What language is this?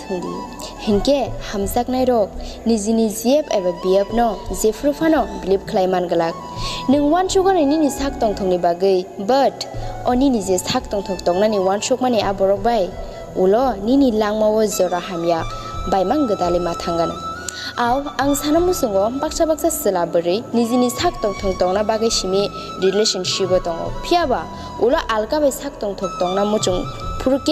Kok Borok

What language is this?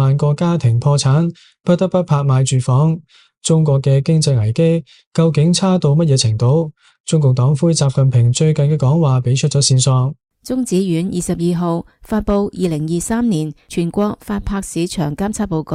Cantonese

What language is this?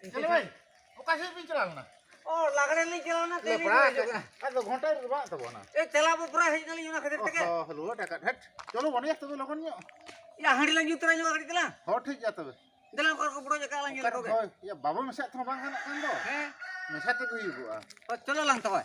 Santali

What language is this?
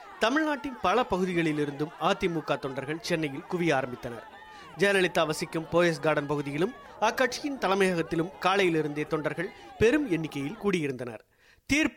Tamil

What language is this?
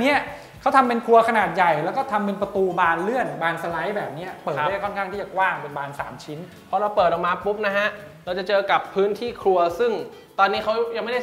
Thai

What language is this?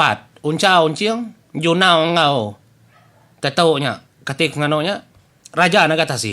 Iban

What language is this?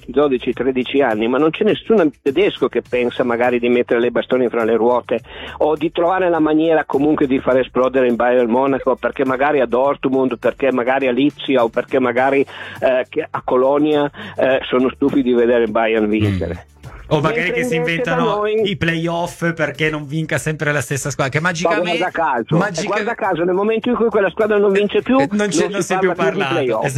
Italian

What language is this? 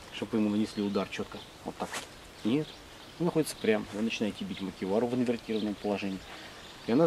Russian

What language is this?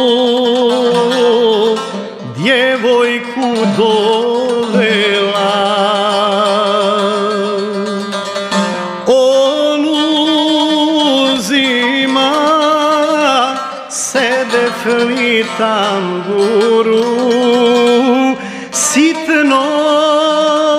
Croatian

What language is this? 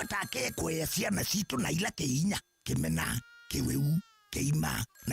Kamba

